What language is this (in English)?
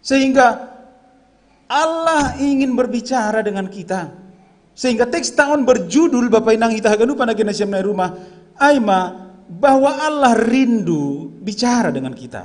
Batak Simalungun